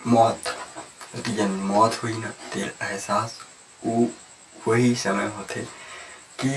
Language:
Chhattisgarhi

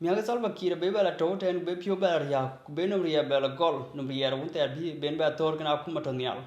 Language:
Dinka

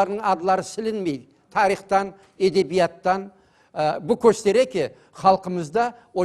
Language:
Crimean Tatar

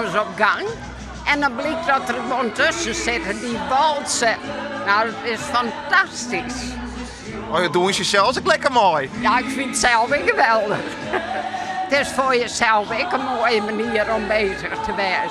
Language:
Western Frisian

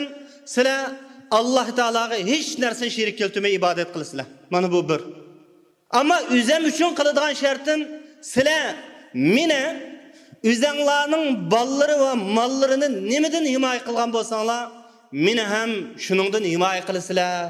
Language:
Uyghur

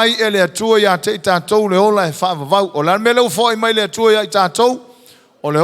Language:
Samoan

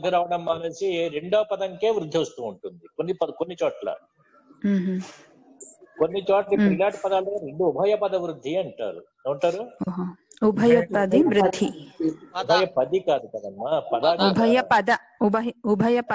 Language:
Telugu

